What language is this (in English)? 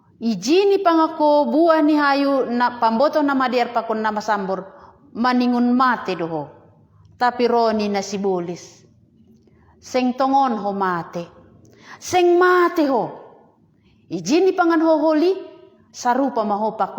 Batak Simalungun